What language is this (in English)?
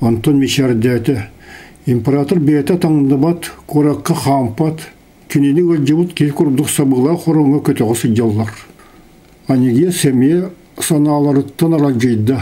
Yakut